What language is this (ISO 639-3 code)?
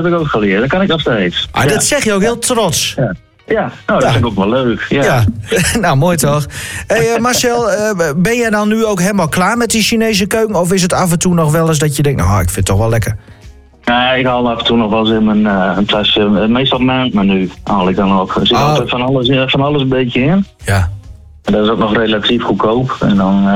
nld